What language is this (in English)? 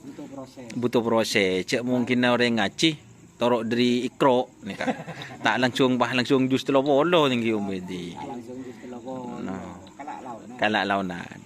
Madurese